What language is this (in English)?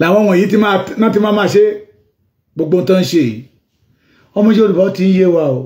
Yoruba